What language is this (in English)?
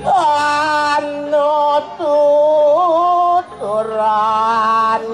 Balinese